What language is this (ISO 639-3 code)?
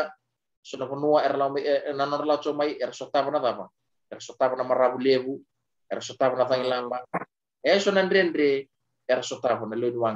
fij